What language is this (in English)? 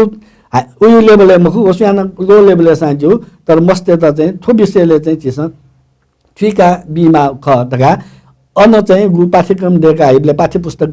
Newari